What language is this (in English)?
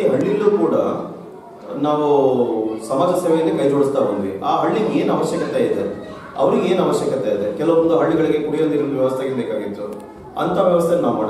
Kannada